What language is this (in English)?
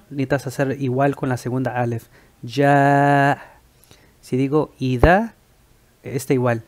Spanish